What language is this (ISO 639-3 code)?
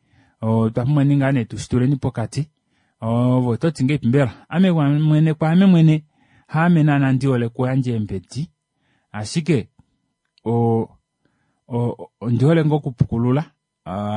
kua